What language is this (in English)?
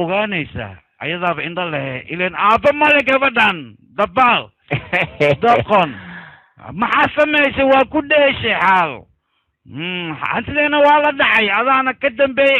Somali